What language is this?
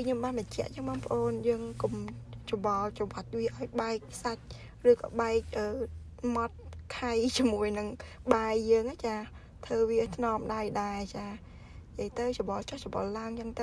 Khmer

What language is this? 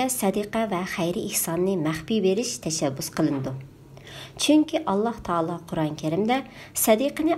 Uyghur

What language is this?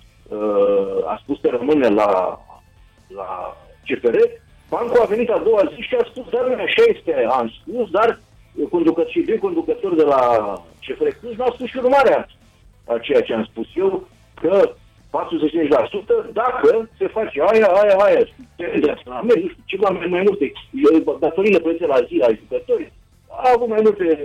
Romanian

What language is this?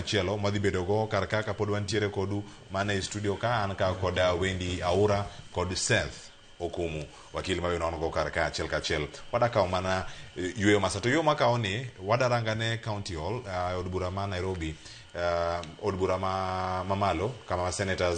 Luo (Kenya and Tanzania)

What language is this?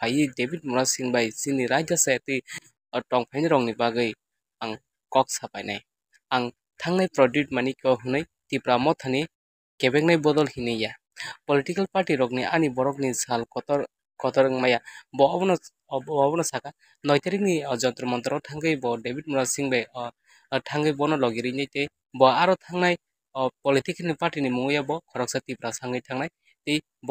Kok Borok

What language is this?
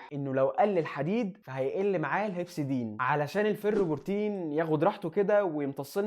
Egyptian Arabic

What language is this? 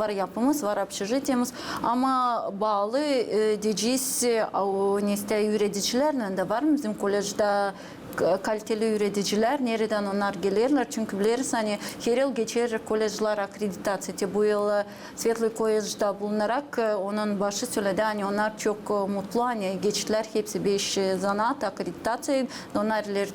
Gagauz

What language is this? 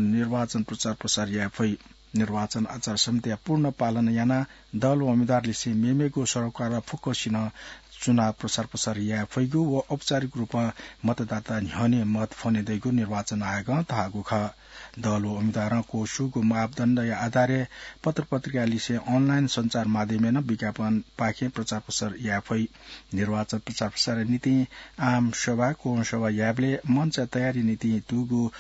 Newari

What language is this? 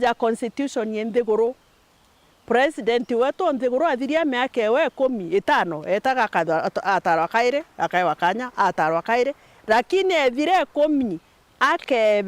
Meru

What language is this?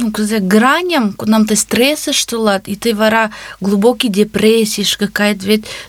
Mari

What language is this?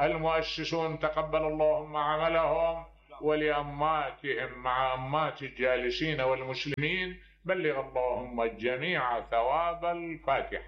Mesopotamian Arabic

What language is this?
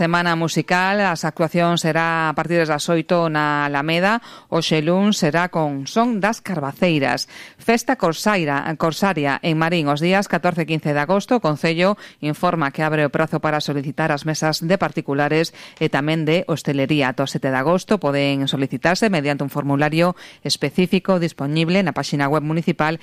Galician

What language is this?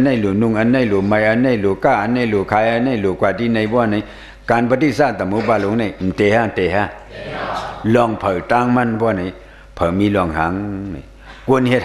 Shan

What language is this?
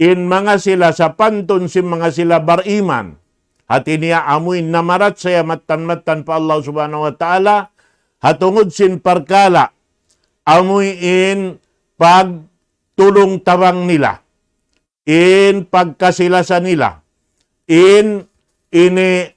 Tausug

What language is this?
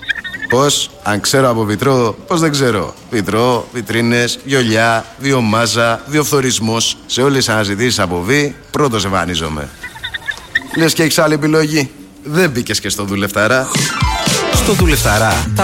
Greek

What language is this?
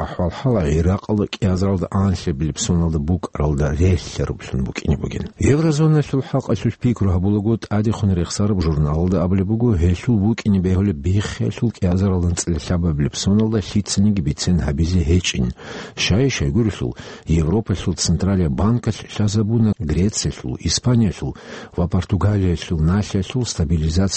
Avaric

